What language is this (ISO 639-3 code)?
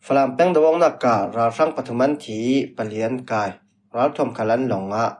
cfm